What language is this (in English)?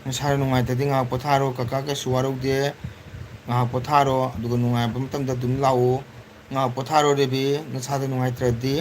Manipuri